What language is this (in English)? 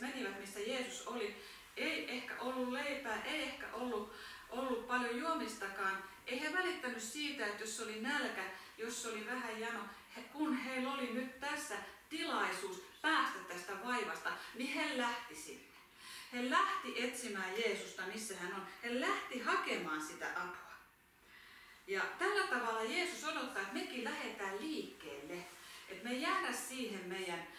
Finnish